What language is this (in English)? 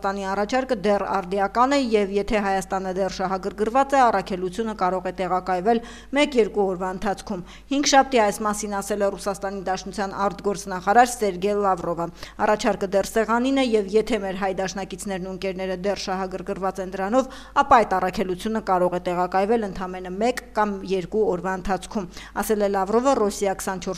Armenian